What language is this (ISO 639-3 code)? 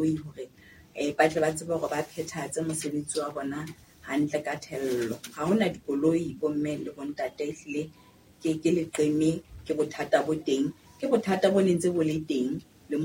sot